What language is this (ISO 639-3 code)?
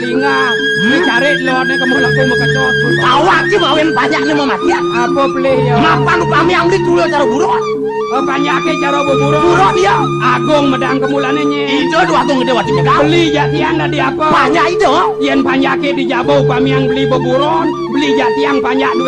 ban